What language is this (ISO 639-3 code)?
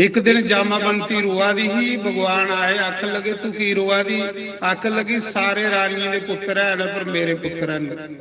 doi